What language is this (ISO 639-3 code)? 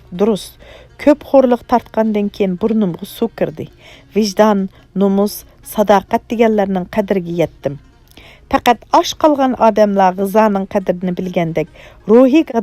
uig